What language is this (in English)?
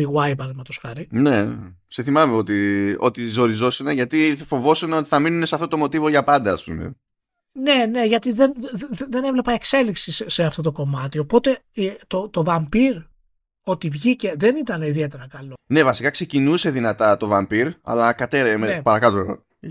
Greek